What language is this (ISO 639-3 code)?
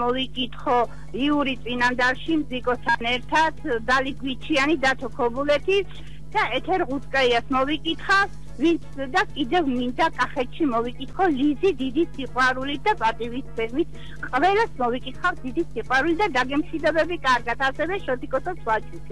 kat